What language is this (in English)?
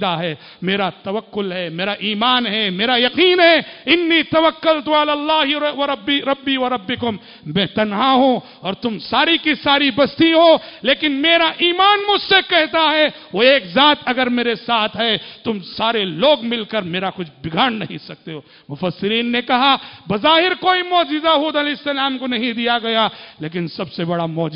Urdu